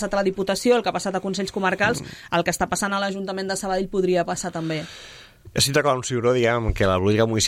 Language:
Catalan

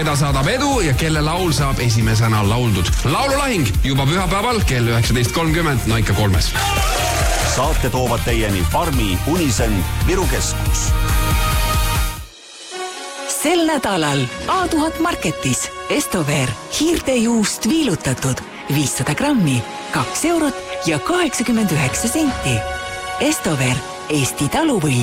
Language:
Estonian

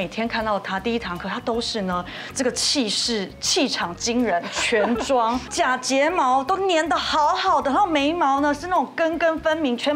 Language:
Chinese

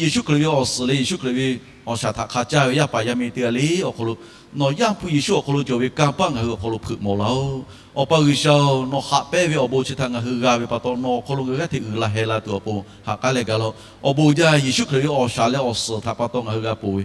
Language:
Lahu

